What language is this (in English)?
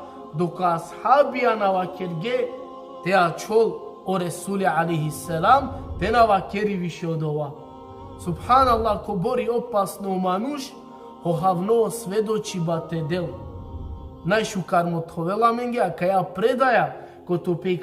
Balkan Romani